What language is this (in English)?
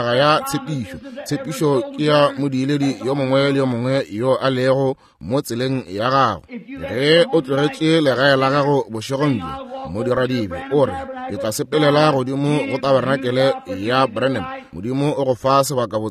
Northern Sotho